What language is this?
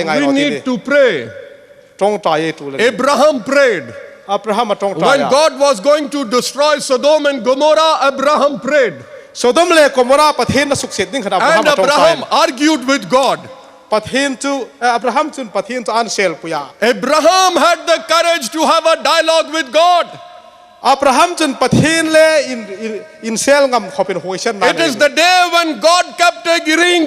Hmar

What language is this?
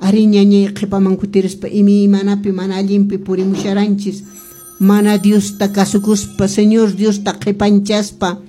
Quechua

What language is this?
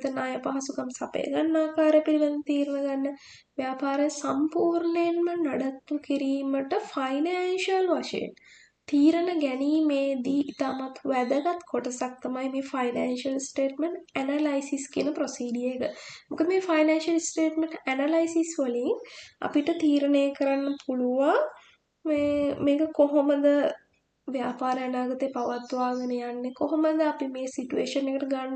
Sinhala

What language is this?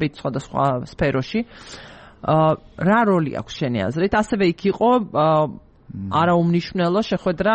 Georgian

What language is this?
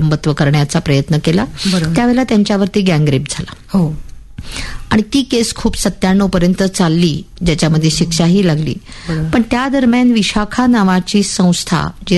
Marathi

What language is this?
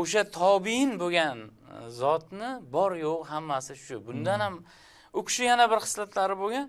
Uzbek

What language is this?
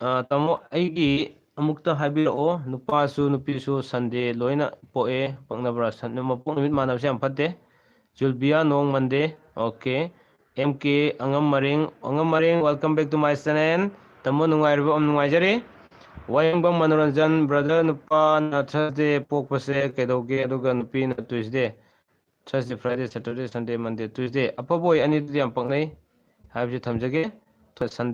Manipuri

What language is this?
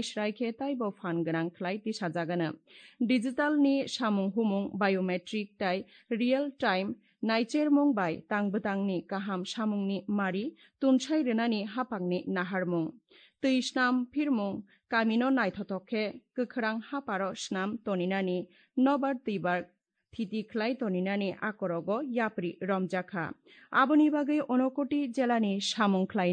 Kok Borok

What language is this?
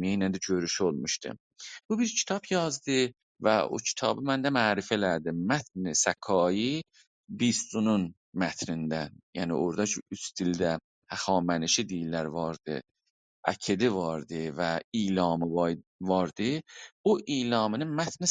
South Azerbaijani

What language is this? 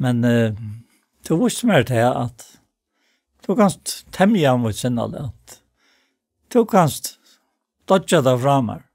Faroese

